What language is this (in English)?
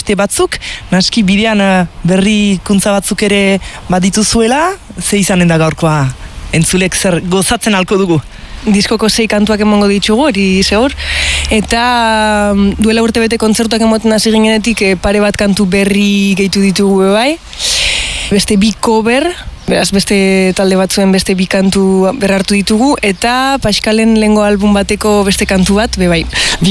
Basque